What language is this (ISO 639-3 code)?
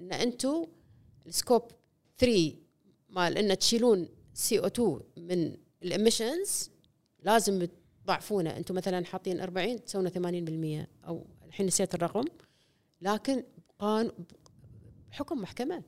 afb